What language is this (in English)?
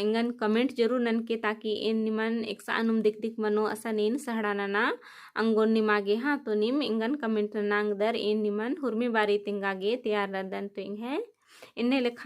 Kurukh